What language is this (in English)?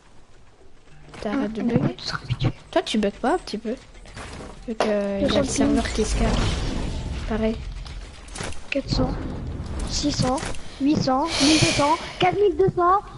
French